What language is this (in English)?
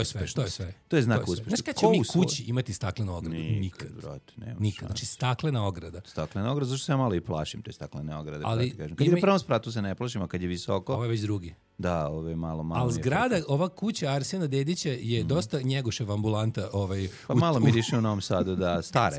Serbian